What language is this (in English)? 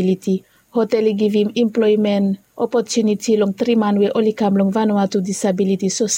Bislama